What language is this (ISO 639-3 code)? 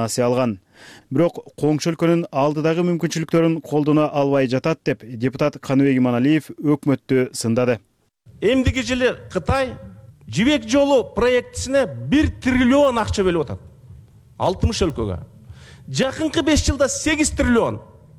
kir